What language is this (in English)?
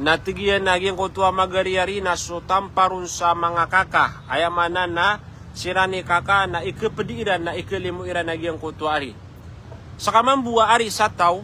Maranao